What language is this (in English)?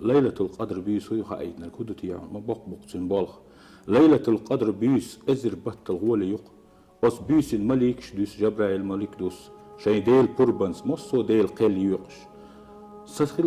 Chechen